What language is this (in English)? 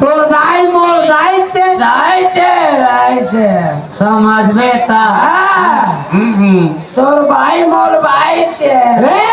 Chhattisgarhi